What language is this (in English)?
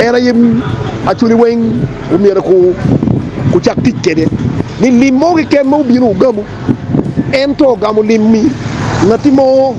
Acoli